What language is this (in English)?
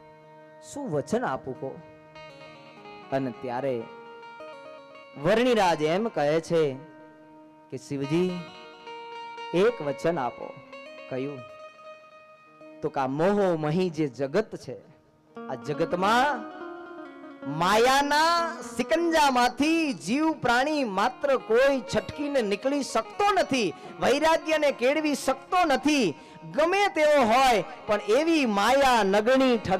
Gujarati